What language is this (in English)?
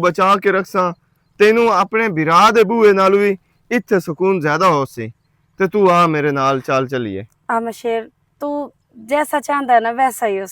Western Panjabi